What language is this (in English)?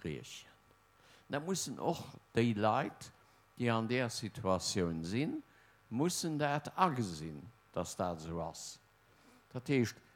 Luxembourgish